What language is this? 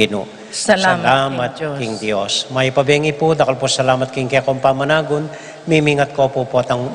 Pampanga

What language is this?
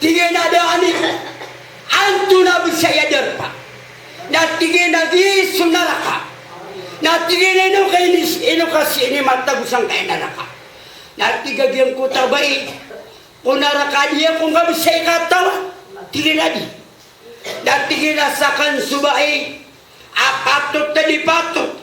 Maranao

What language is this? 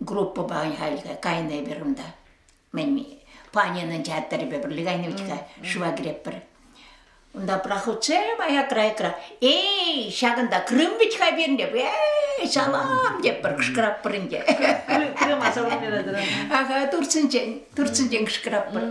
Chuvash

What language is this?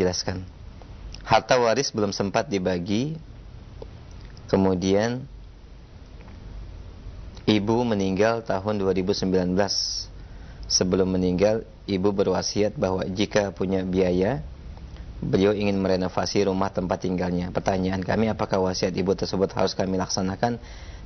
Indonesian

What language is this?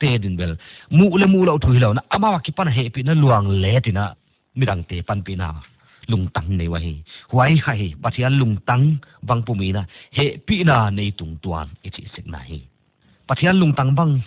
Paite Chin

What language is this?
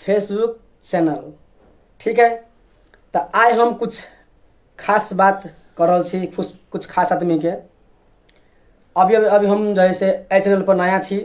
Maithili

